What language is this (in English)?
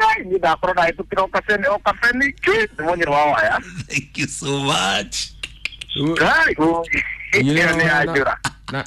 Kikuyu